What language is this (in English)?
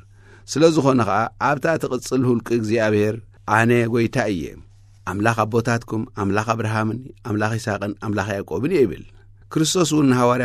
Tigrinya